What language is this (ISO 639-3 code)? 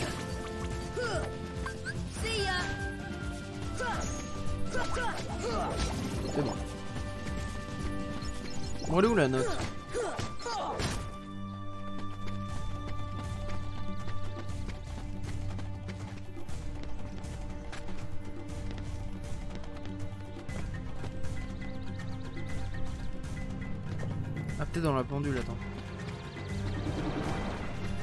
fra